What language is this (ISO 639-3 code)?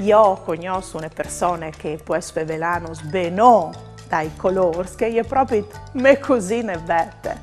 fur